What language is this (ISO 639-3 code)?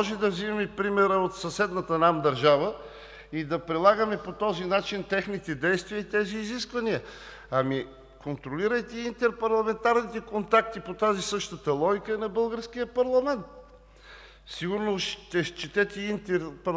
bul